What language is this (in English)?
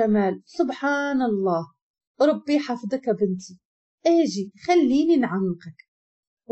Moroccan Arabic